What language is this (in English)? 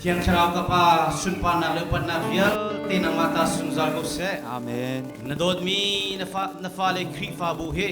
Hakha Chin